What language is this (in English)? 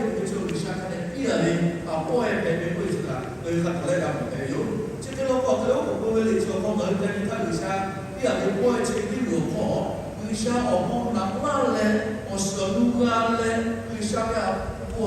Lahu